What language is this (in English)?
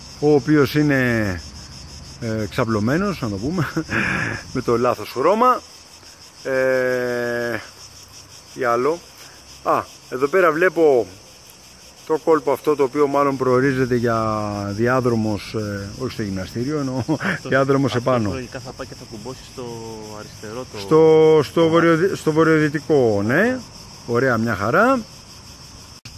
Greek